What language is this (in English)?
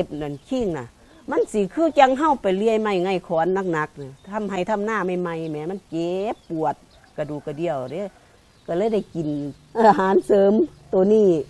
Lao